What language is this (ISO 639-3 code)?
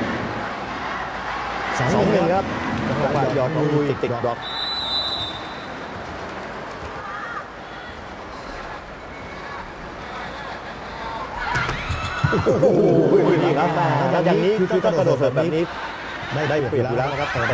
tha